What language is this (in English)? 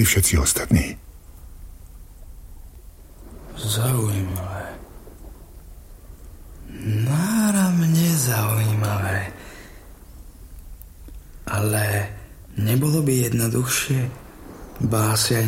Slovak